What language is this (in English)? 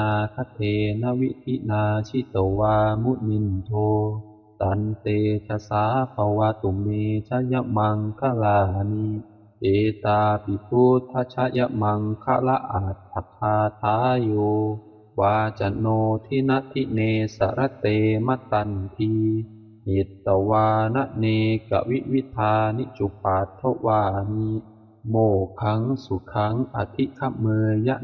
Pali